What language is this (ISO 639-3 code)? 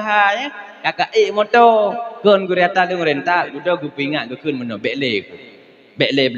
ace